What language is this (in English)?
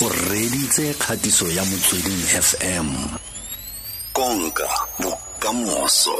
Tswana